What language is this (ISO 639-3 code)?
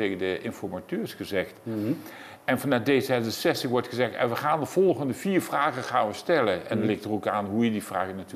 nld